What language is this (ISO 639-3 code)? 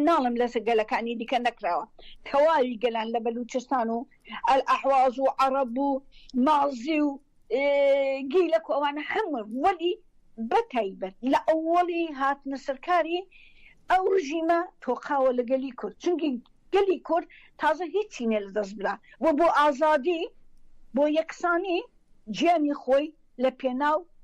ckb